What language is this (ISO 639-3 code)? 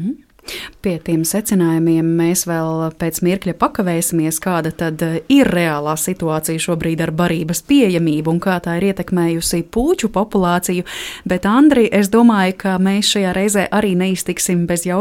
lav